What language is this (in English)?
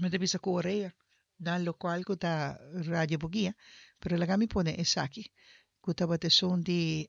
Papiamento